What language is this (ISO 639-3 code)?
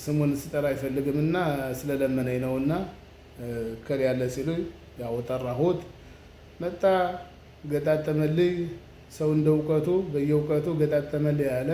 amh